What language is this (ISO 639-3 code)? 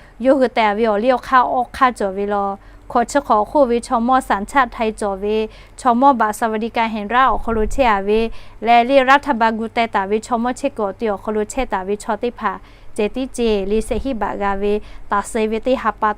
lhu